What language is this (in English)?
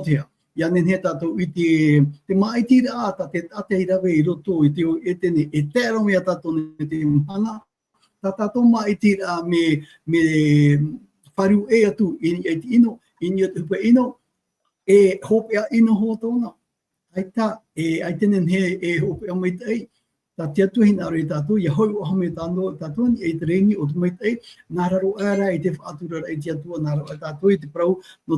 Tahitian